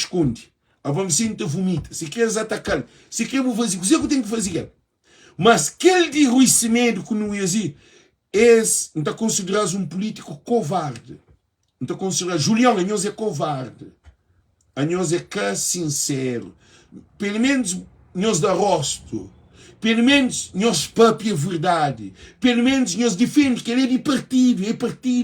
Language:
Kabuverdianu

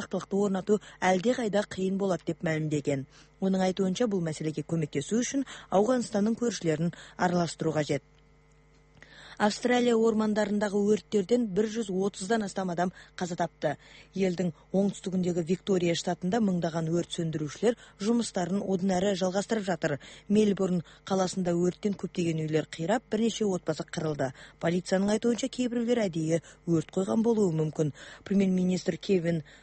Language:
Kazakh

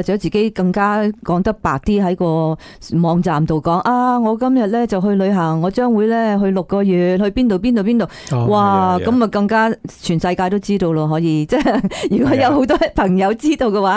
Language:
Cantonese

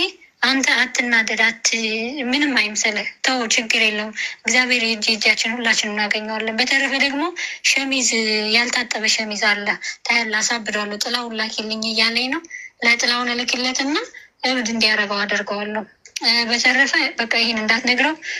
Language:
Amharic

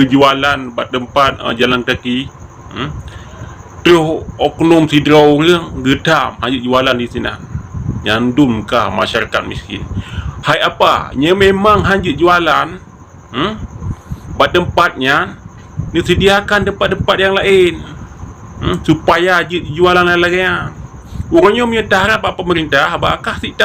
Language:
Achinese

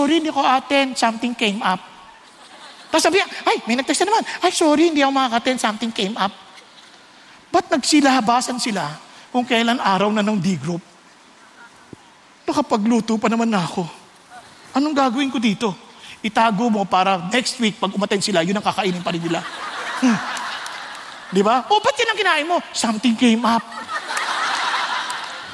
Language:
Filipino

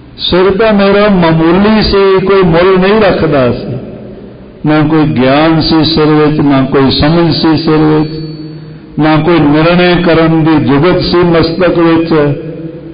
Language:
Punjabi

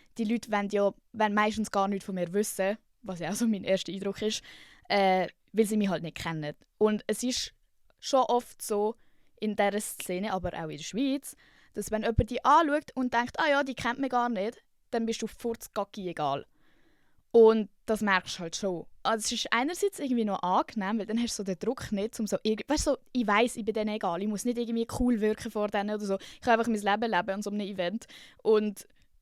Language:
Swiss German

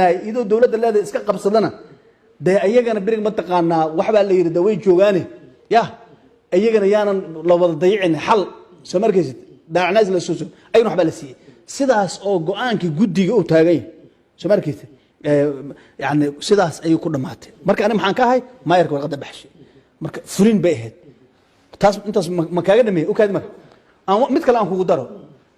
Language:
Somali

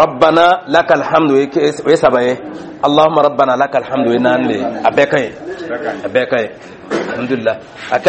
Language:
Dyula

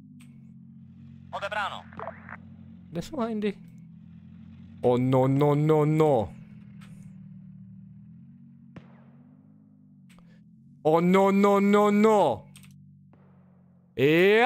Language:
Czech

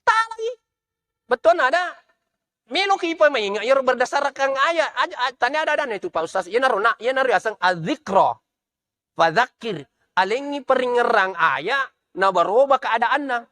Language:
Buginese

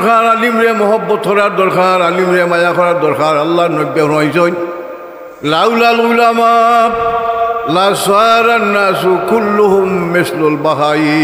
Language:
Sylheti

